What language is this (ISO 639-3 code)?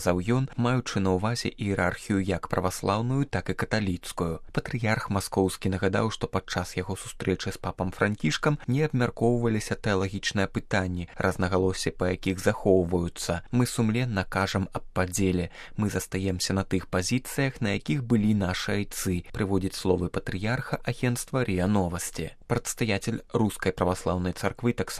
bel